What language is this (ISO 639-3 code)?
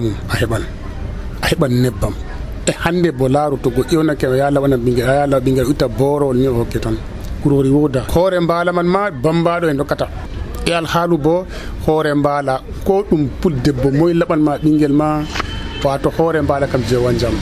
fuv